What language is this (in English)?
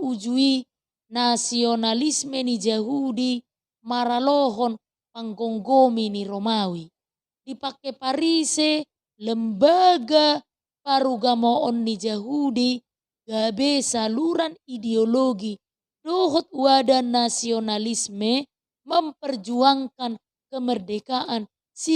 Batak Toba